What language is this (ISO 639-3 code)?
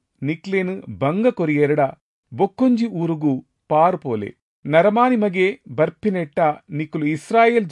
tcy